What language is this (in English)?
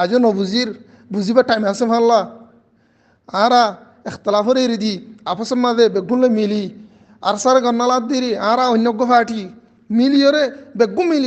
Rohingya